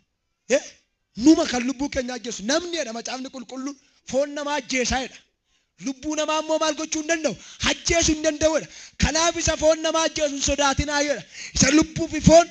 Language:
Oromo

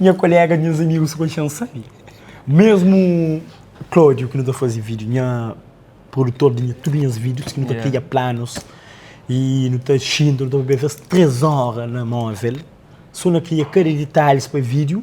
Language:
Kabuverdianu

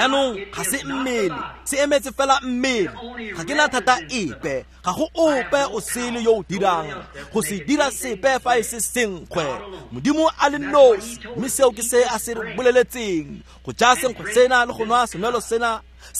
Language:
Tswana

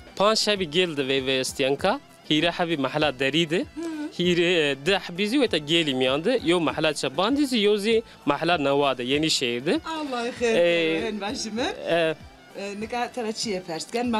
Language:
Zaza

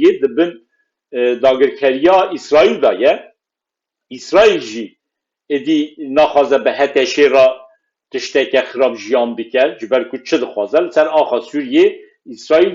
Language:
Kurdish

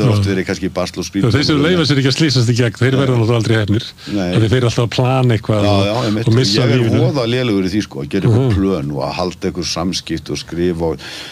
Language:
Icelandic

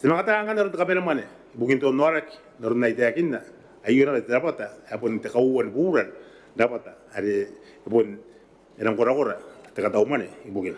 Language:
Gilbertese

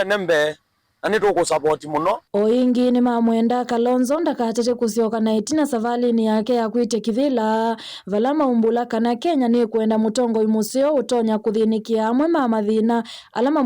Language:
Kamba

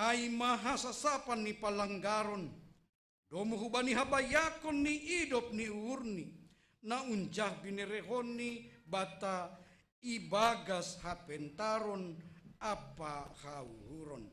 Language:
Batak Simalungun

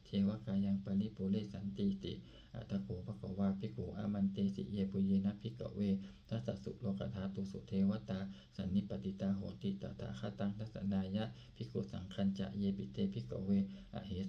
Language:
Pali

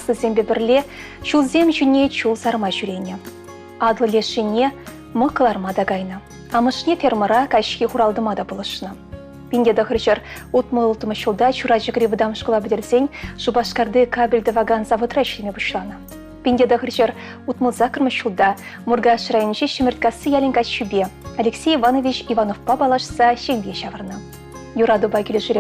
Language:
Chuvash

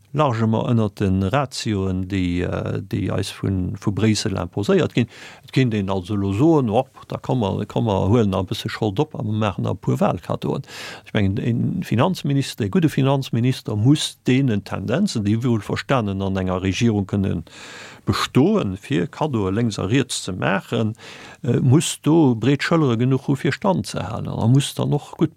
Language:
Luxembourgish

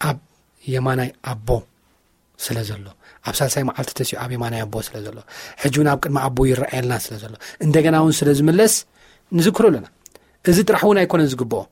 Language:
Tigrinya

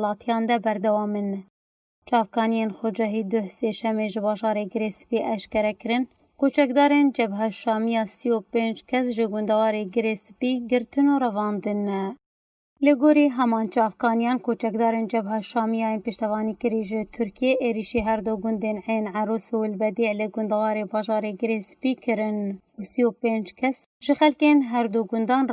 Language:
Kurdish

